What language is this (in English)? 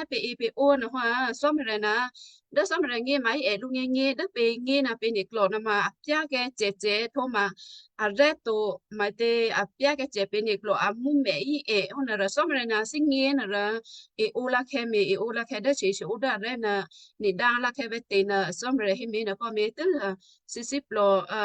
Western Kayah